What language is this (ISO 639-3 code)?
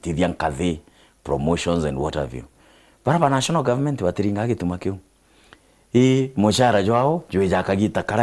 mer